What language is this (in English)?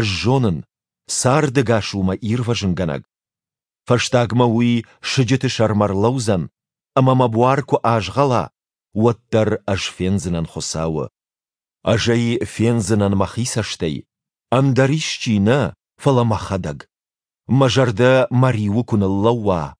Ossetic